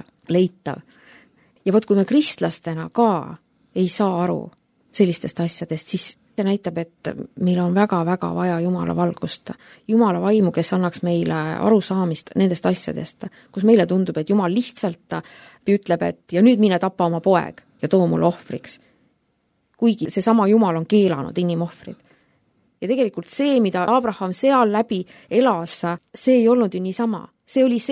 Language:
Estonian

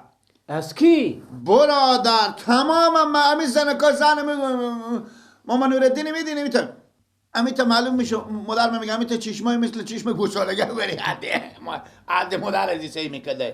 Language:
Persian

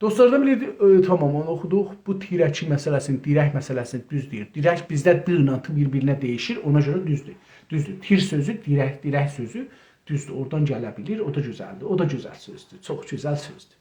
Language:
South Azerbaijani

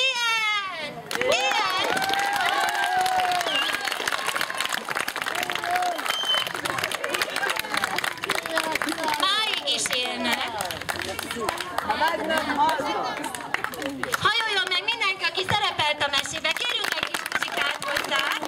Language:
Hungarian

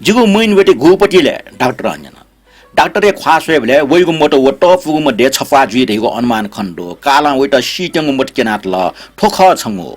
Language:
Newari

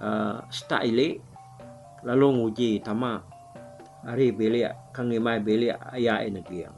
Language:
Iban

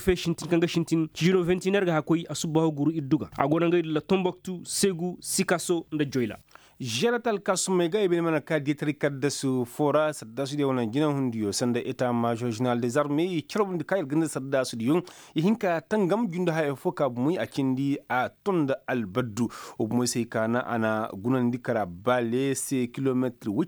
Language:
Koyraboro Senni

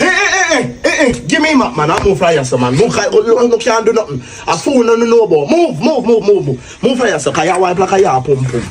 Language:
Jamaican Creole English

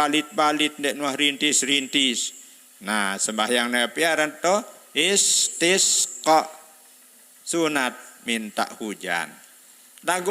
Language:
Sasak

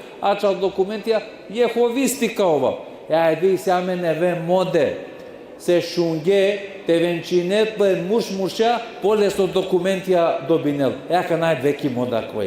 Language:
Balkan Romani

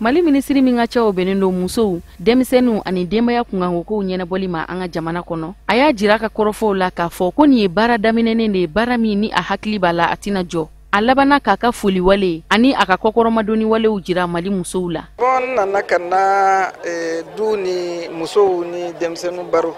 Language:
Bambara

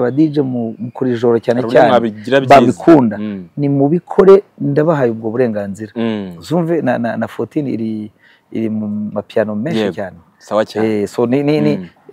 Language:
Kinyarwanda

